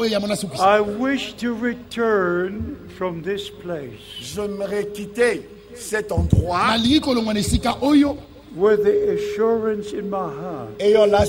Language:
Serbian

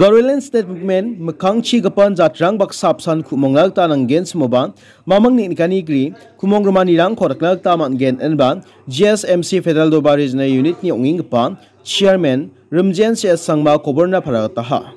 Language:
Garo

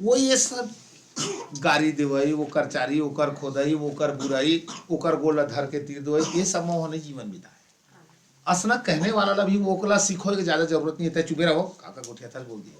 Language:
Chhattisgarhi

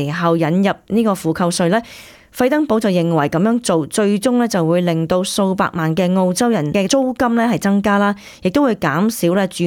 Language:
Cantonese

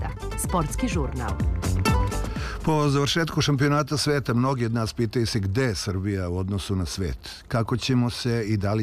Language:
Serbian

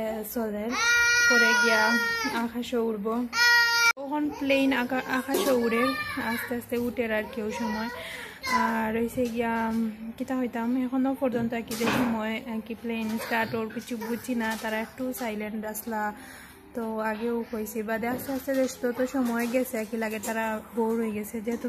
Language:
Sylheti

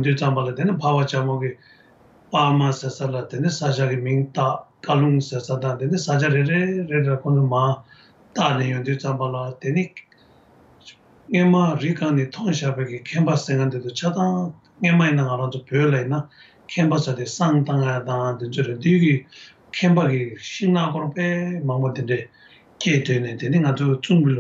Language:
Tibetan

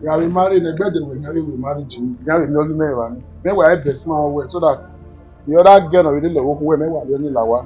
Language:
Bini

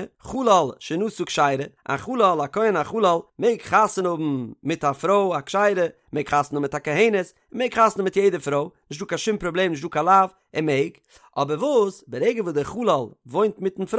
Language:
Yiddish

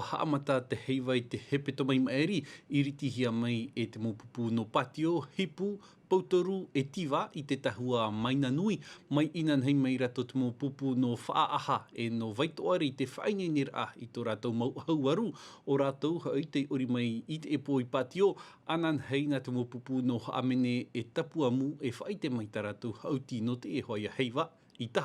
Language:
Tahitian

